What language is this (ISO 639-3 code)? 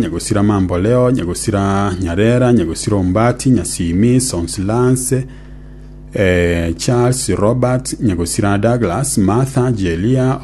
guz